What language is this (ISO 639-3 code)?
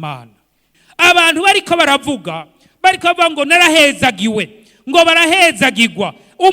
run